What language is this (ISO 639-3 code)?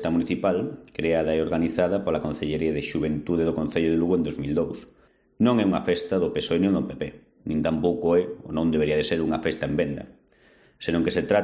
glg